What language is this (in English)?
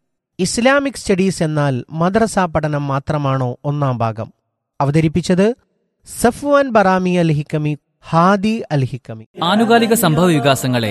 Malayalam